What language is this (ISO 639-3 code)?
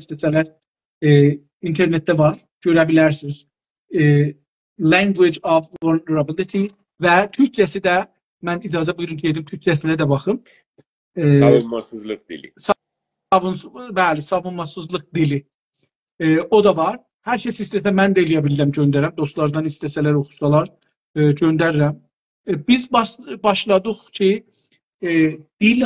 azb